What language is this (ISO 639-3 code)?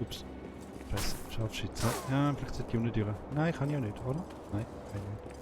gsw